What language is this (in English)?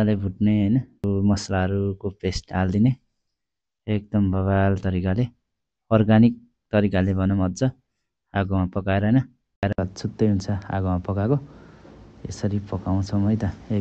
Nepali